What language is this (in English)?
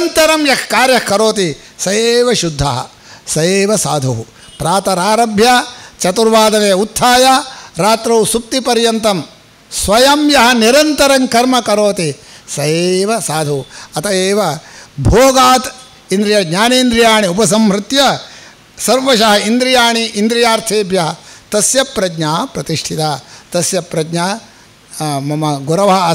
Sanskrit